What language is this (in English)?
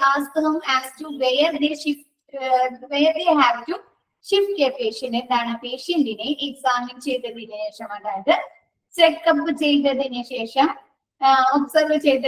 Malayalam